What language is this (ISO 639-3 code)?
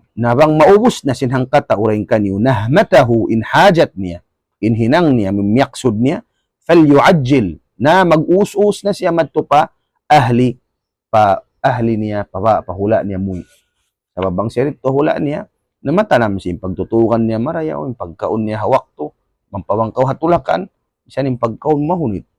tsg